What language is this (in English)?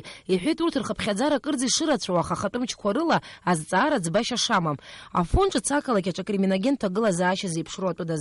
Abkhazian